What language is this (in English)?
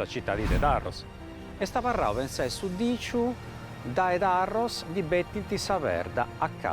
Sardinian